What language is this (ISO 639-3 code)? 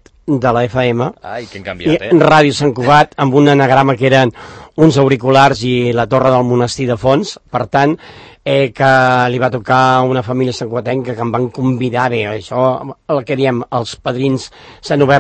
cat